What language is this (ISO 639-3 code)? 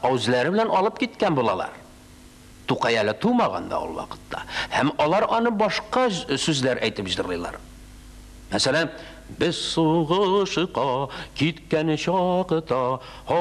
tat